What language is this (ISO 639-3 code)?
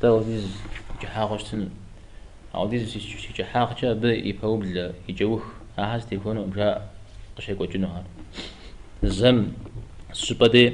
kbd